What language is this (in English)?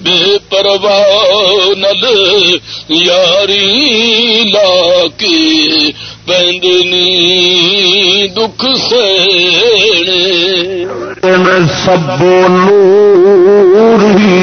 Saraiki